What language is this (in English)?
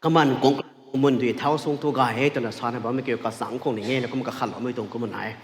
Rongmei Naga